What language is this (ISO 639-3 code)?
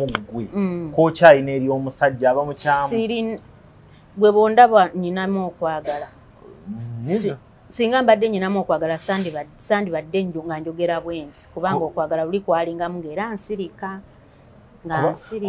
lug